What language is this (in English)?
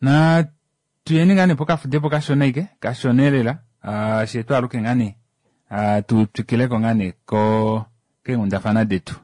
Kuanyama